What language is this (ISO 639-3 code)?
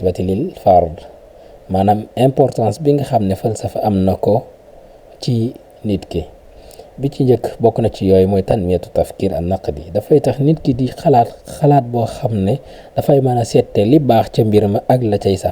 wol